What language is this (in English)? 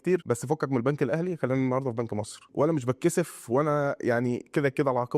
Egyptian Arabic